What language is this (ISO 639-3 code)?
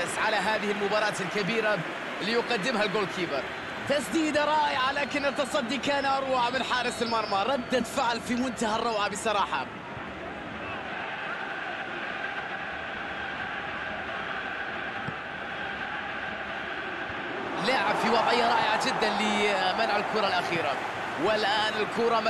ara